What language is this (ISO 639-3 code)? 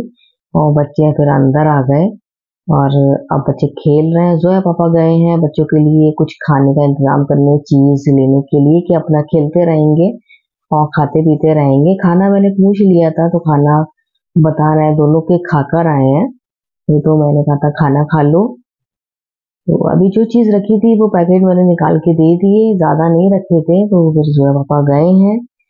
hin